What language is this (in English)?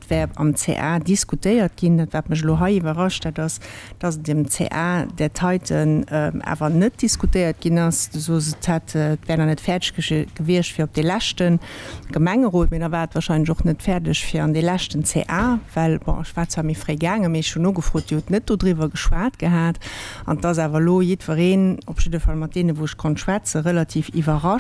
Luxembourgish